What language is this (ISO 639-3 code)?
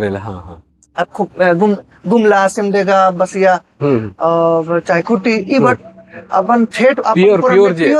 sck